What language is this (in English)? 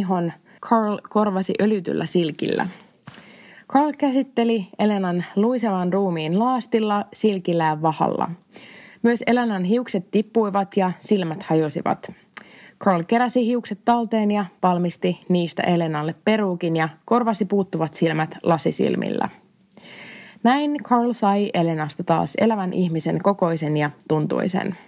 Finnish